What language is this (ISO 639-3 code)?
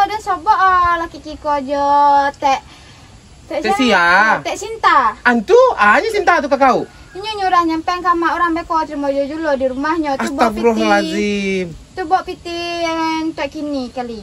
min